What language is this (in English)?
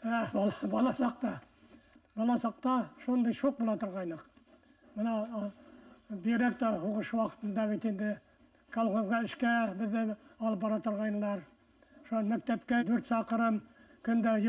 Bashkir